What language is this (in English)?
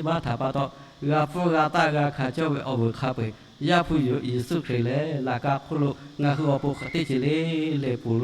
Lahu